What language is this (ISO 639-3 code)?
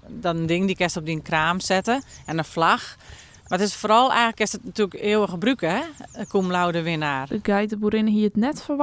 fry